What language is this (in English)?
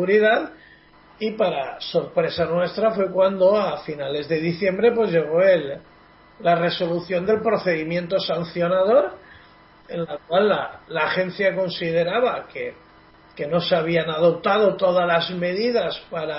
Spanish